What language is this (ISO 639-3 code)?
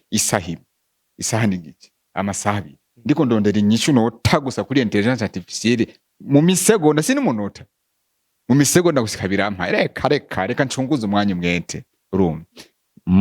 run